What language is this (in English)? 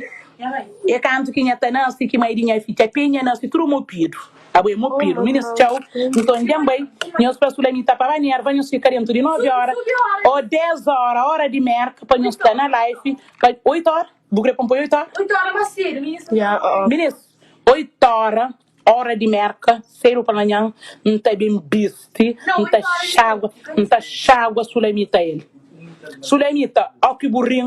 Kabuverdianu